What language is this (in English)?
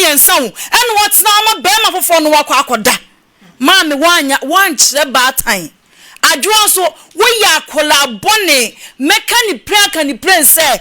Akan